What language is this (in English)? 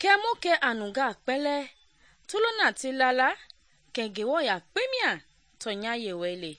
Mende